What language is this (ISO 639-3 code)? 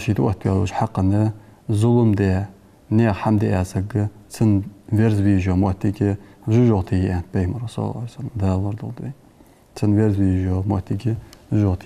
inh